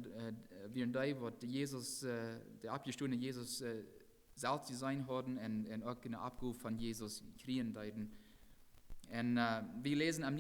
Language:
Plautdietsch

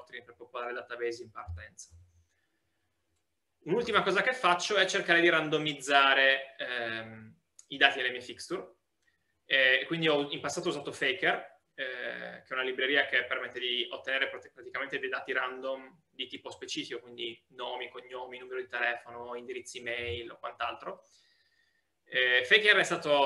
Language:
Italian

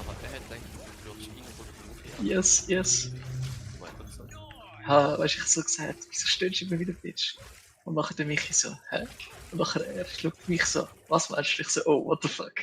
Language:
Swiss German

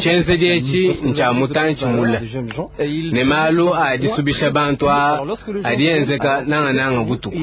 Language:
Luba-Lulua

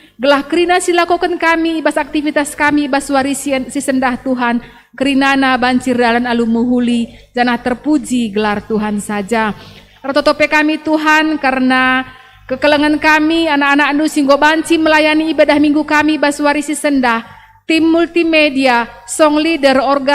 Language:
Batak Karo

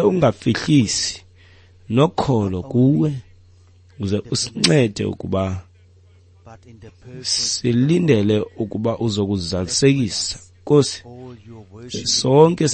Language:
Xhosa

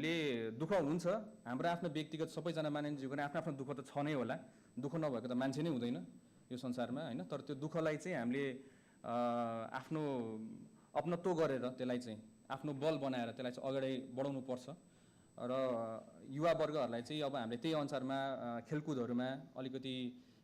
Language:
Nepali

